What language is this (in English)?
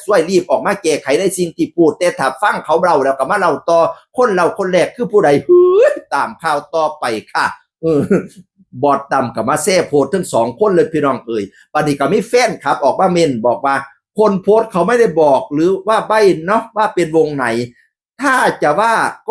Northeastern Thai